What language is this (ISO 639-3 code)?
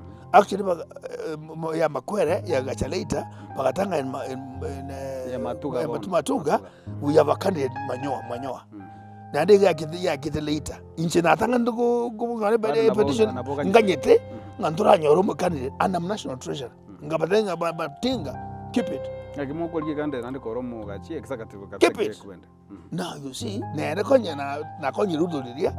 guz